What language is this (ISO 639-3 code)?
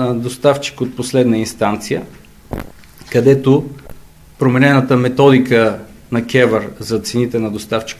bul